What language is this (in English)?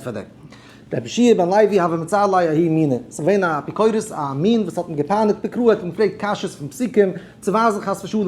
Yiddish